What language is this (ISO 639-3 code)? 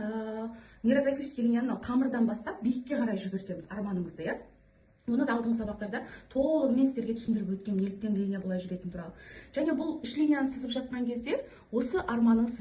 kaz